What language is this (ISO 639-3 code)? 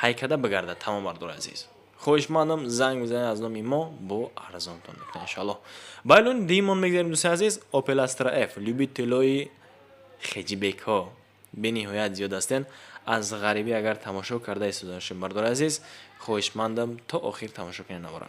tgk